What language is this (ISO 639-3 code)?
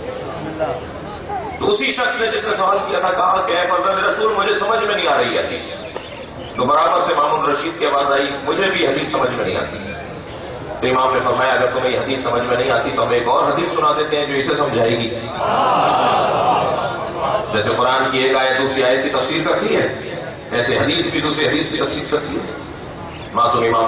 urd